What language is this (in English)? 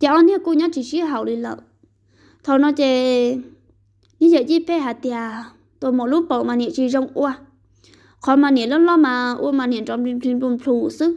Hmong